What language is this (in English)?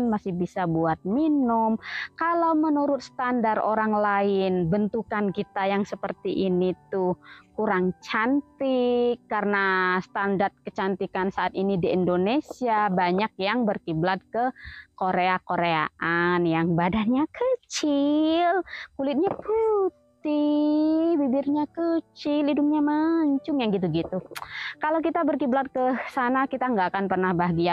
Indonesian